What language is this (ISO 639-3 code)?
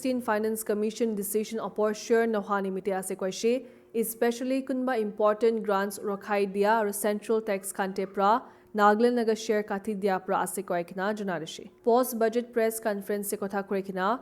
nag